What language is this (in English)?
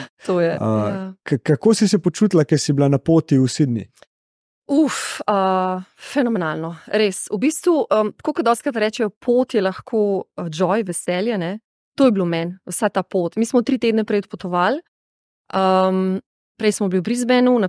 Slovenian